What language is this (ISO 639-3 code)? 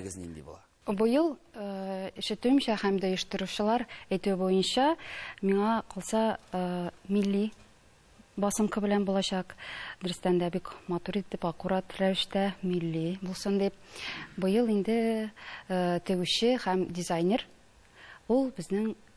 tat